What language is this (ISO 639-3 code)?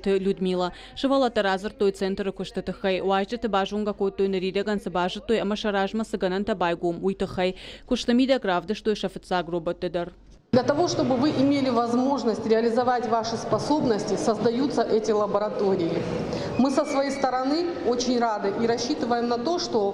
oss